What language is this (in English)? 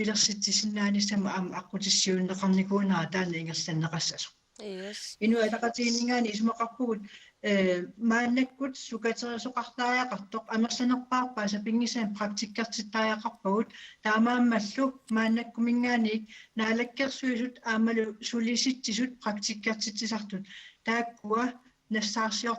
Kalaallisut